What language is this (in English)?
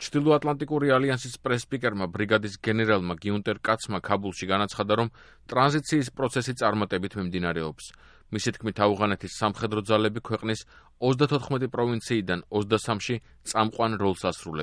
Georgian